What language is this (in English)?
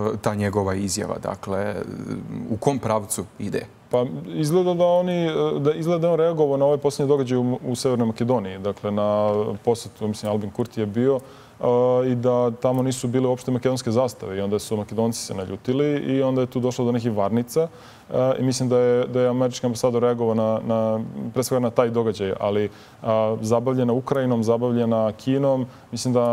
Serbian